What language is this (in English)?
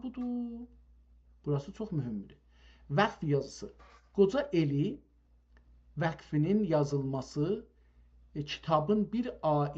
South Azerbaijani